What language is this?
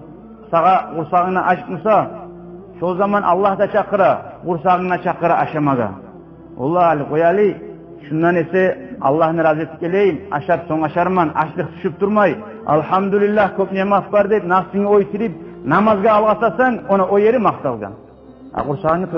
Kumyk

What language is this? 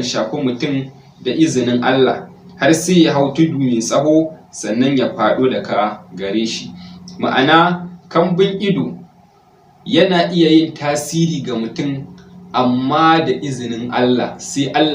Hausa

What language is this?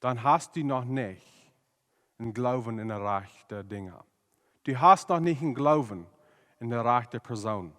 Plautdietsch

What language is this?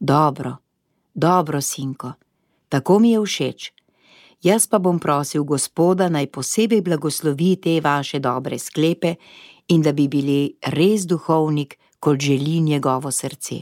Slovenian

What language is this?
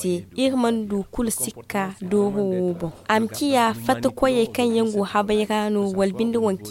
Zarma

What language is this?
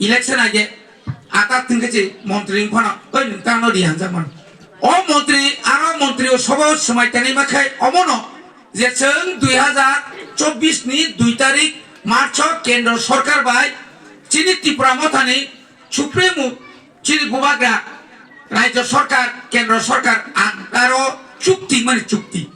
Kok Borok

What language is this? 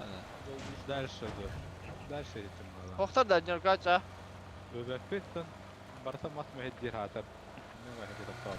Yakut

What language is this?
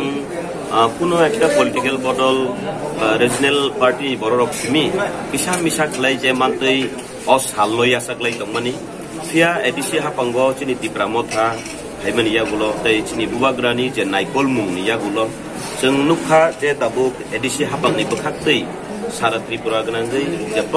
Kok Borok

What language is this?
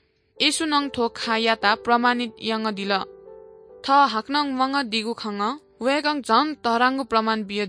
Newari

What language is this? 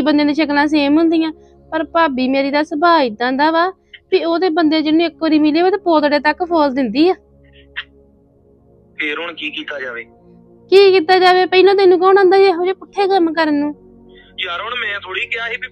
Punjabi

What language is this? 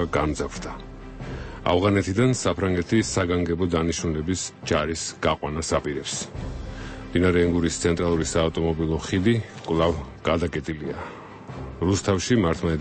Georgian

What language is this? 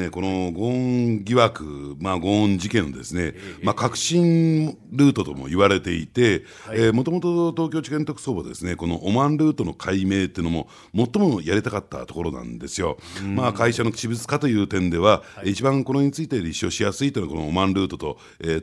Japanese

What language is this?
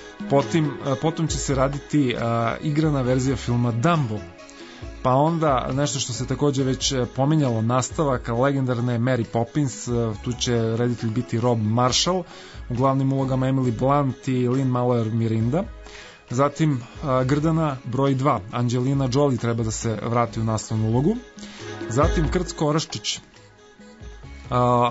Serbian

